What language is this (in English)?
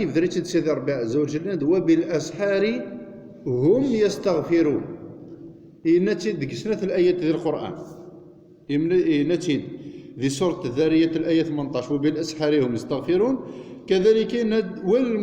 Kabyle